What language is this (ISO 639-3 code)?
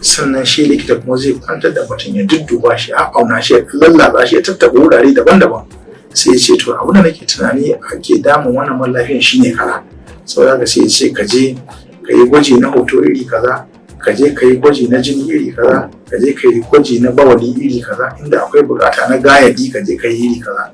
hau